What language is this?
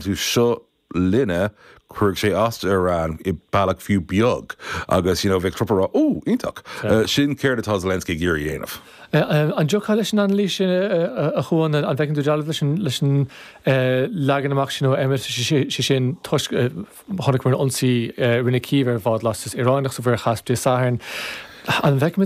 Irish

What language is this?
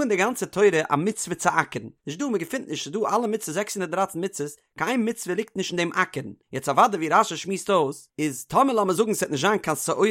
Yiddish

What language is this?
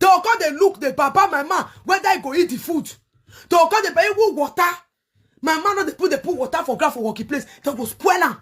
Nigerian Pidgin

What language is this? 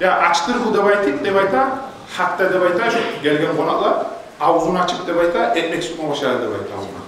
Kumyk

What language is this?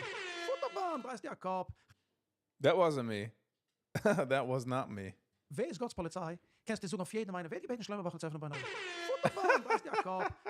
Yiddish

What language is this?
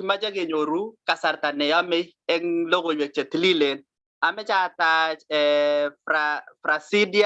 Kalenjin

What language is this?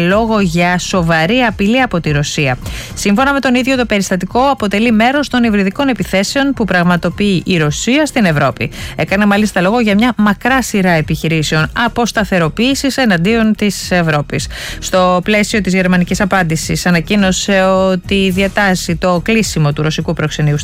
Greek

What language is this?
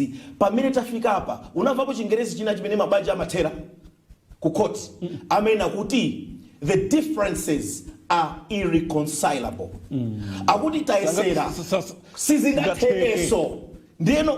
Nyanja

